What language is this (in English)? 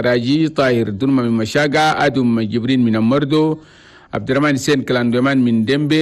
Chadian Arabic